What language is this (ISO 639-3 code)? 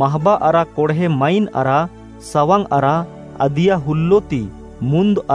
kru